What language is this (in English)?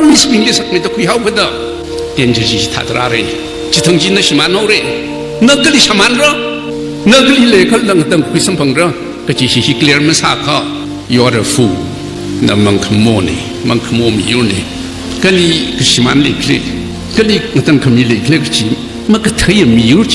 Tangkhul Naga (India)